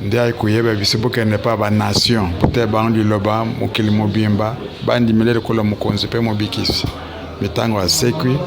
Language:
Lingala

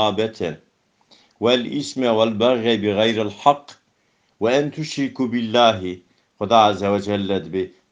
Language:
Kurdish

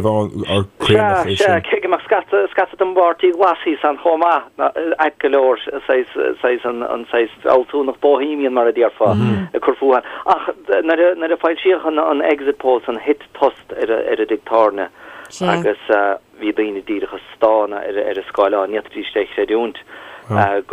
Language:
Irish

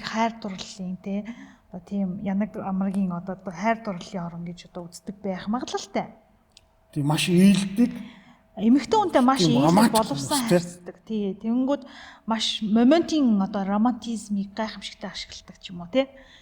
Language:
Mongolian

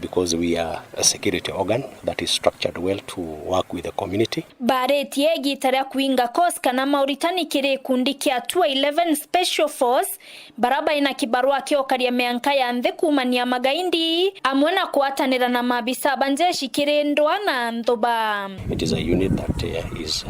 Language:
Meru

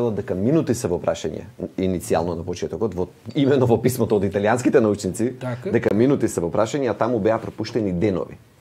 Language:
Macedonian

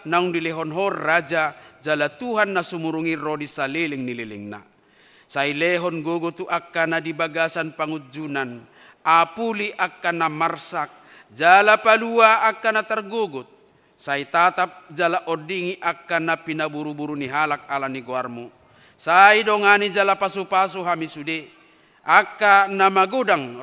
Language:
Batak Toba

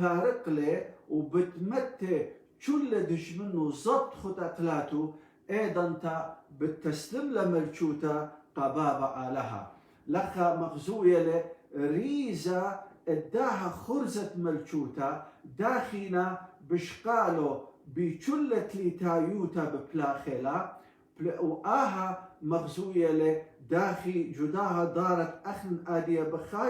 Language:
Assyrian Neo-Aramaic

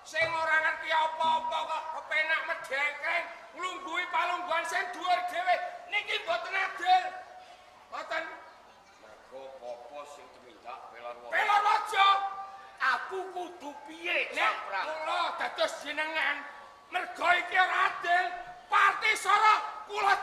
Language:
Javanese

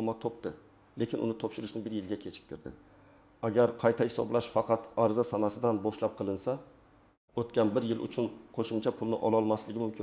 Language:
Uzbek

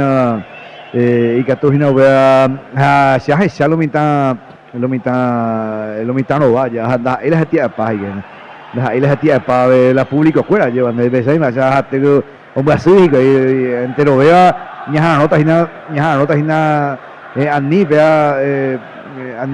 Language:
Guarani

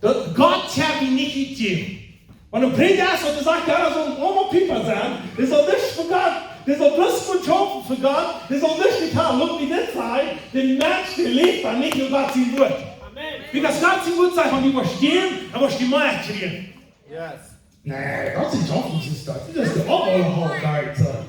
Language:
Plautdietsch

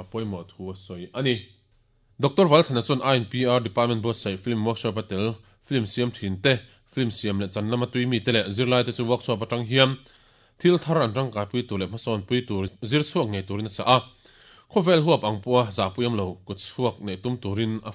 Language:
Mizo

